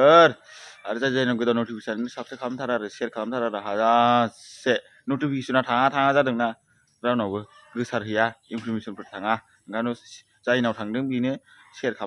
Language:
Bodo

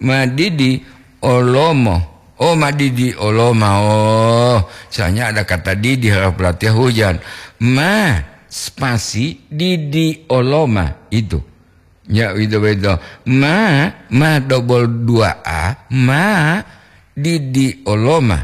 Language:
Gorontalo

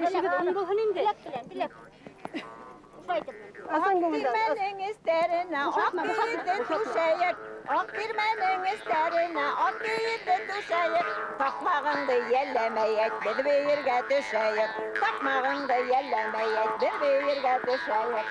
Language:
Bashkir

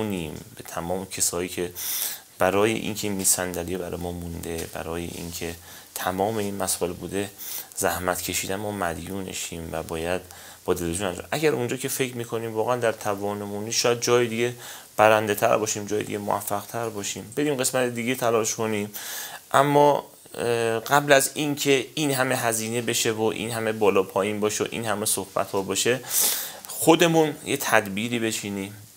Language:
Persian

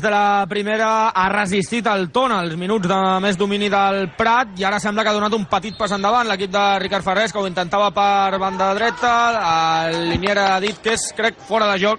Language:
Catalan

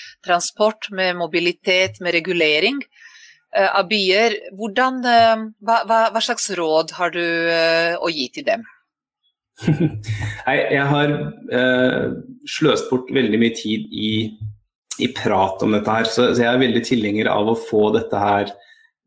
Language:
Norwegian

